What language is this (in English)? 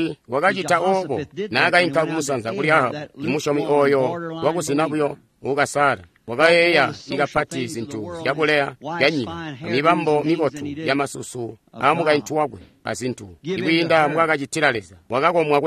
Tonga (Zambia)